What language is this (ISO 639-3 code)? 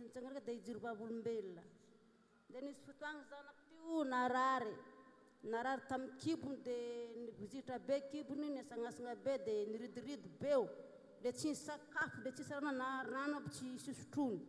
mlg